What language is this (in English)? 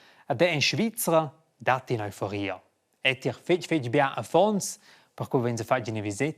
Romansh